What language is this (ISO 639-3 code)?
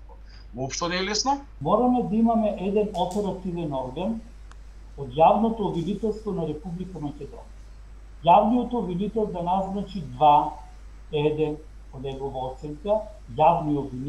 mkd